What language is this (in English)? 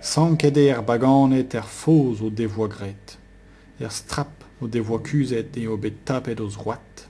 Breton